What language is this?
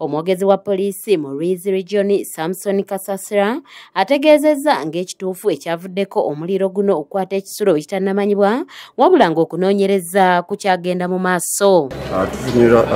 Ganda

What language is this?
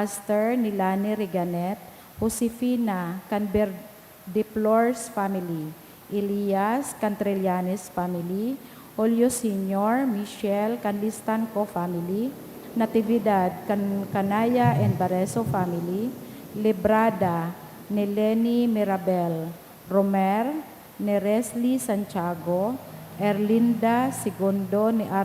Bikol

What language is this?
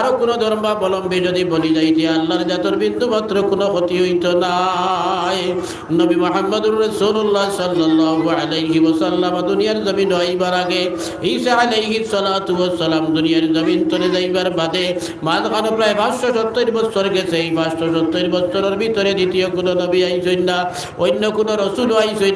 Sylheti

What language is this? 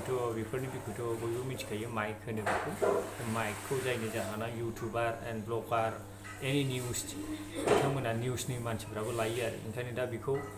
Bodo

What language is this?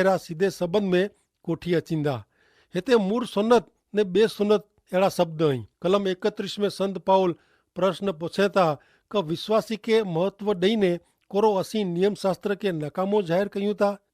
Kachhi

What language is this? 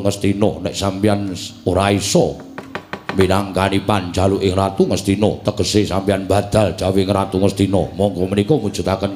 Javanese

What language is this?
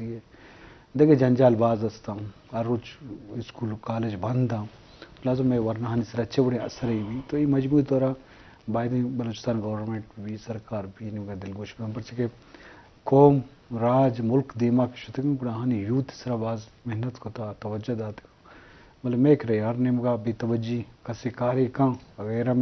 Eastern Balochi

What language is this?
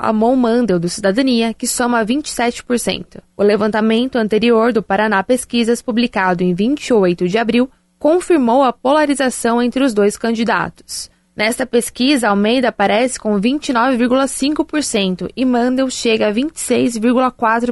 Portuguese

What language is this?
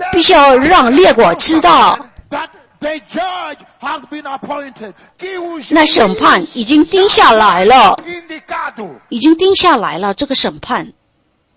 Chinese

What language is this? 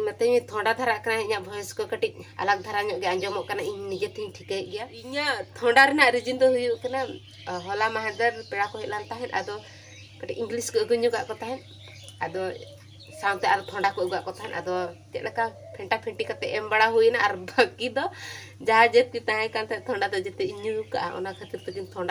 Santali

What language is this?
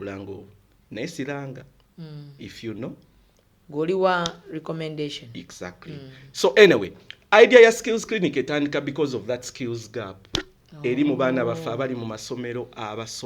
Ganda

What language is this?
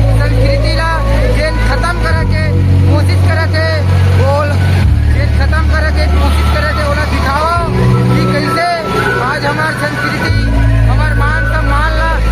Chhattisgarhi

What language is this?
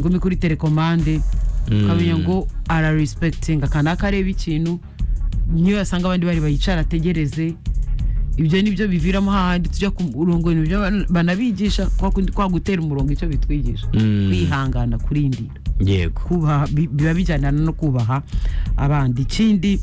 Kinyarwanda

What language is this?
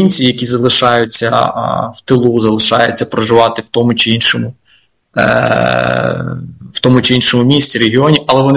Ukrainian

